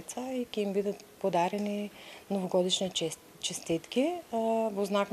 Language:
Macedonian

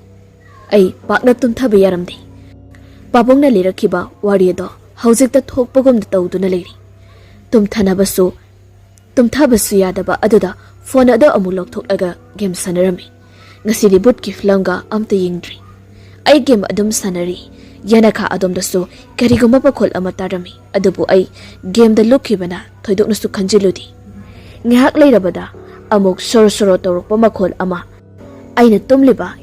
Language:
Manipuri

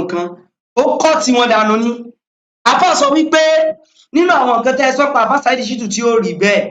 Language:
Yoruba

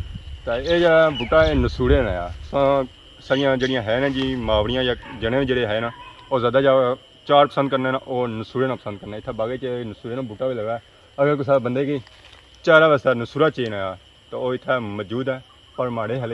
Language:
Pahari-Potwari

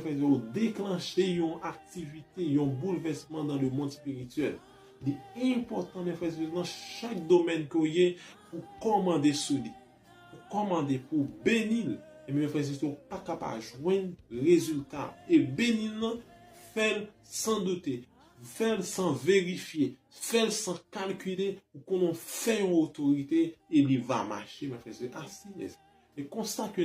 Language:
Haitian Creole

